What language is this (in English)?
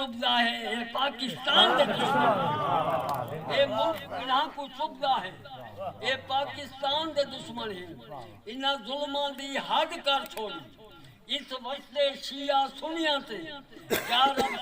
Saraiki